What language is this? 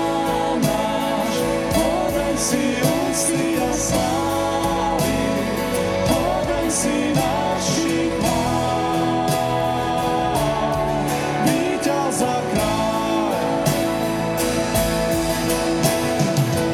Slovak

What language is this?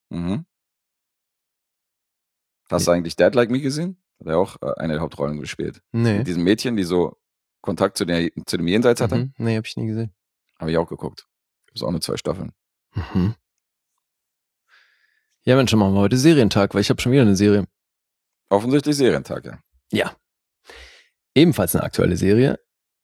German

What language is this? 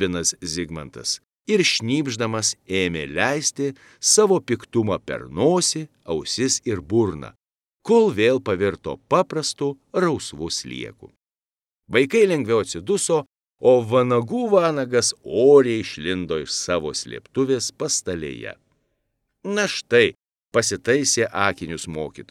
Lithuanian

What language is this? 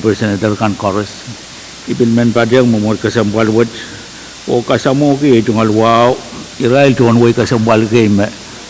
Pohnpeian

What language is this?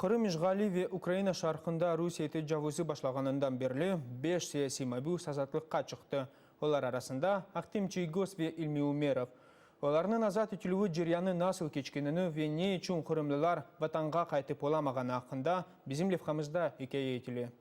Crimean Tatar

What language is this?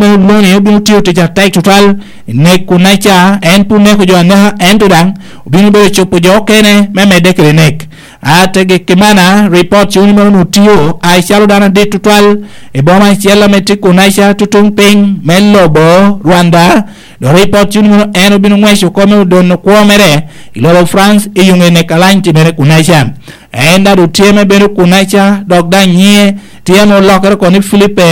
Lango (Uganda)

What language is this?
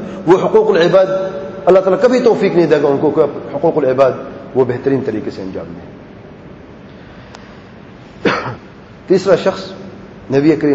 Urdu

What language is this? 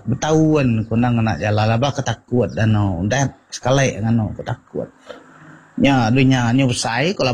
Iban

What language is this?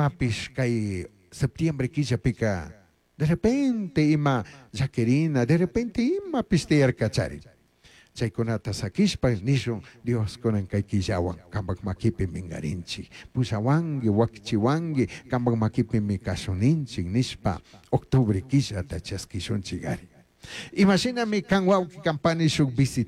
Chimborazo Highland Quichua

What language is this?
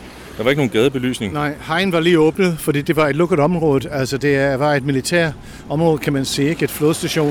Danish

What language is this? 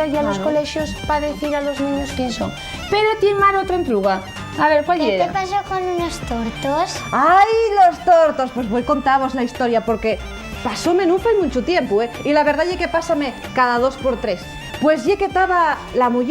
Asturian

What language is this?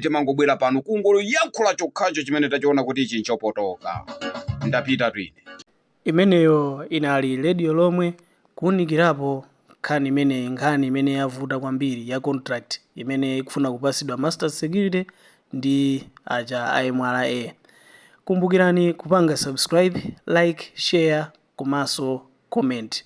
Nyanja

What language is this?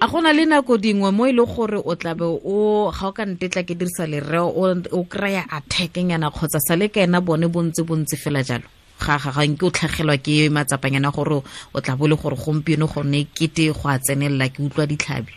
Tswana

